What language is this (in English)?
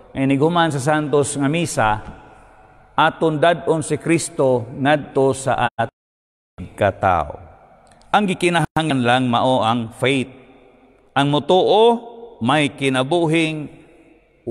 Cebuano